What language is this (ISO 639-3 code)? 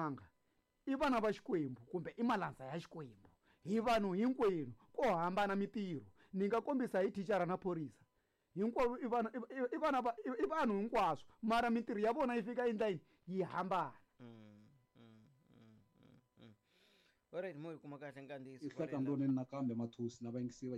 tso